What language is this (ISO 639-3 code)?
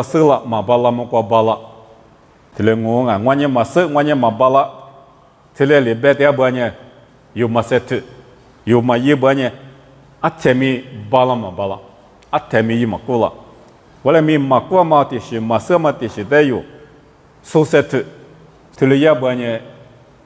lis